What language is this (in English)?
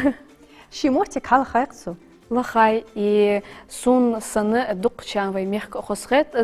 Ingush